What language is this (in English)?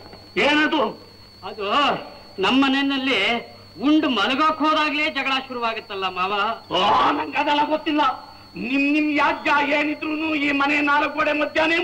Kannada